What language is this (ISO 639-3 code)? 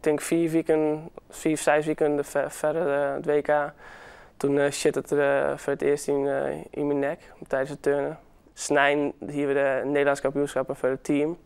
fry